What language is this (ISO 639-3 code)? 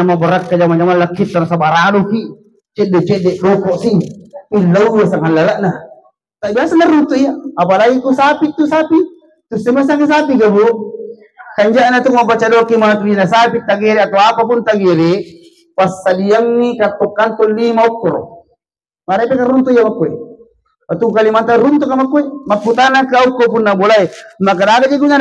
bug